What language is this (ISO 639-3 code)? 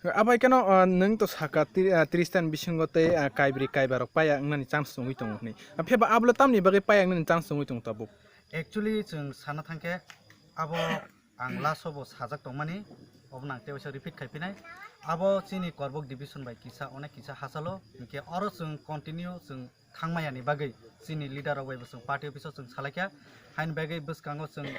trp